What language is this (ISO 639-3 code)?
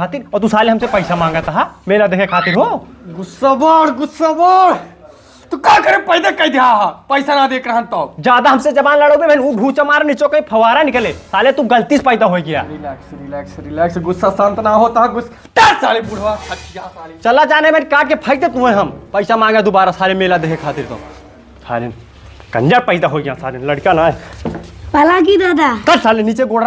awa